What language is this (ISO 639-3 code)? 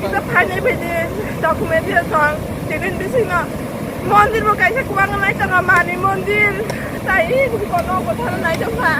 trp